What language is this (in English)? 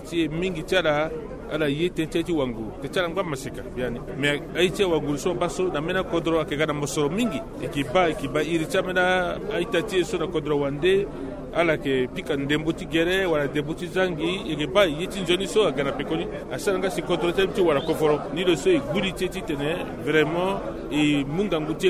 Sango